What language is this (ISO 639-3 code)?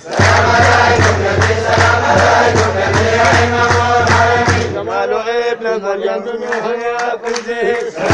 ara